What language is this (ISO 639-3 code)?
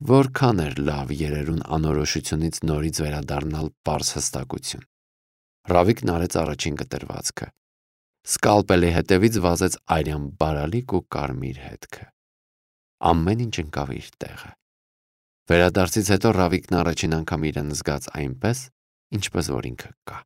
hye